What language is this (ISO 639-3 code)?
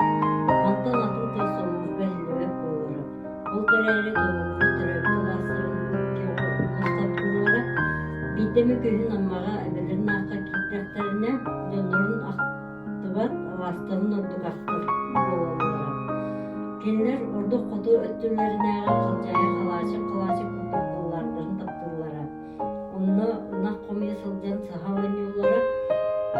sah